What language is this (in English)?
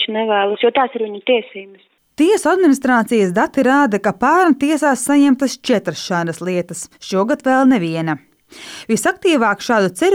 Latvian